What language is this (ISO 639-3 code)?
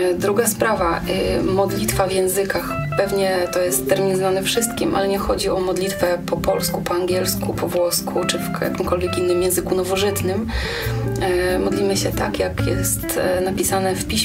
pol